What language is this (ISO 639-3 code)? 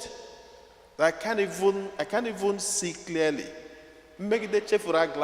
ibo